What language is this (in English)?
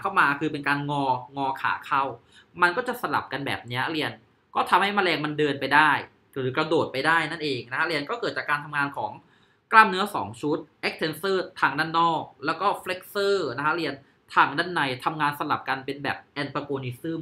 Thai